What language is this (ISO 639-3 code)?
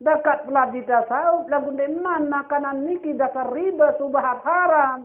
sas